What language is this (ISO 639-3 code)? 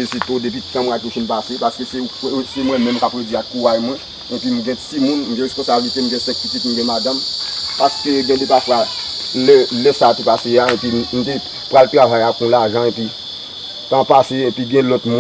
hat